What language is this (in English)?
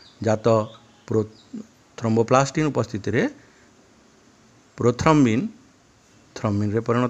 Odia